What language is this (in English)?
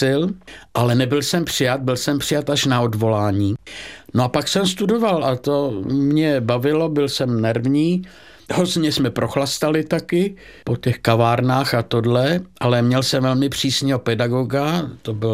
Czech